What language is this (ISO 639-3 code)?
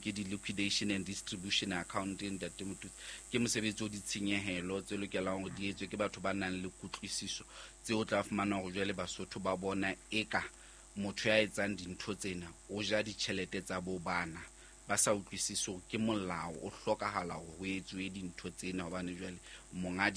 sot